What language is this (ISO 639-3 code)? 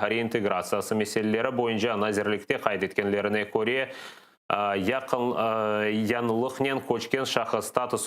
crh